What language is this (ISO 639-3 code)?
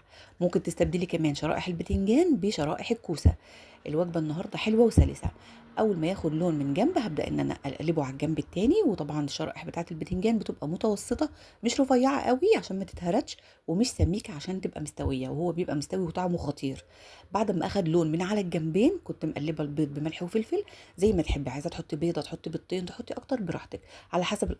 arz